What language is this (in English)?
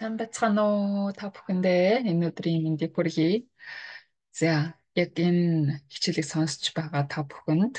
Mongolian